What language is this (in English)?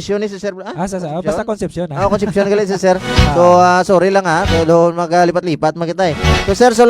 Hiligaynon